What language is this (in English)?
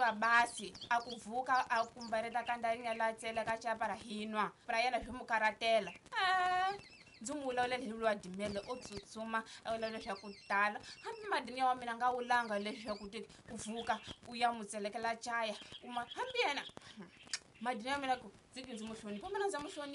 Tsonga